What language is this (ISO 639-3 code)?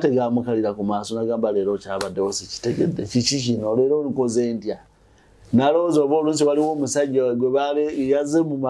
lug